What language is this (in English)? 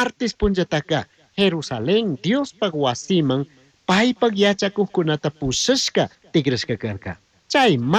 Chimborazo Highland Quichua